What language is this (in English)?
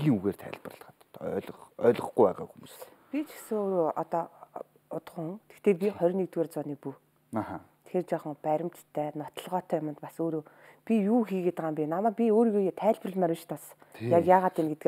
Mongolian